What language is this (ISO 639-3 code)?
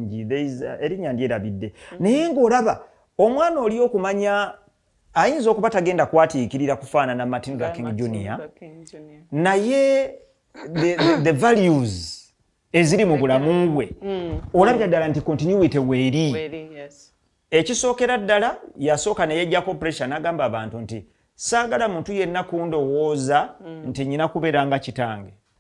lug